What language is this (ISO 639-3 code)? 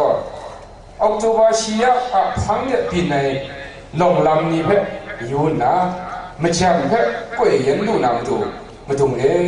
kac